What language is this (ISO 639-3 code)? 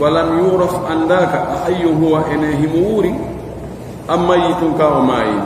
ful